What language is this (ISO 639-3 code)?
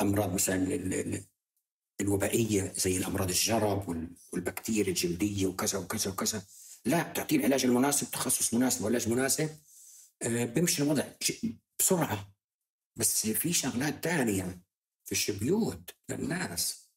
apc